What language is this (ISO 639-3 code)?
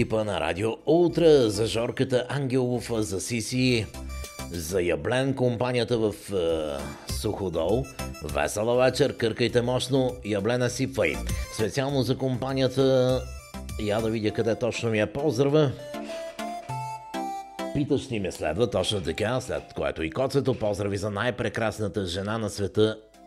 bul